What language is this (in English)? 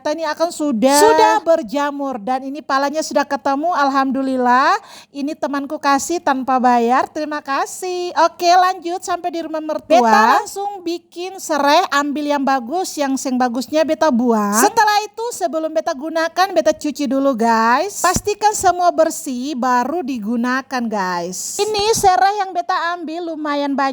Ambonese Malay